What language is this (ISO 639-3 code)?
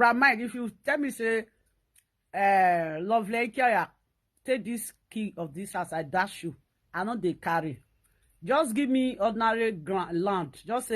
pcm